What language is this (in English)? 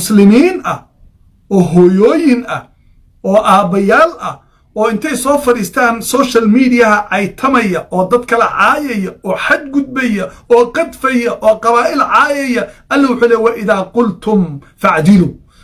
Somali